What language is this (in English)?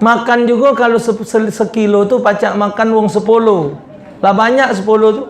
Musi